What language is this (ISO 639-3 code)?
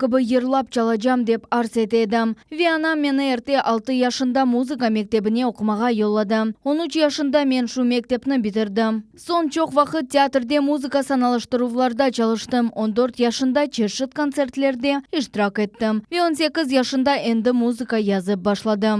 crh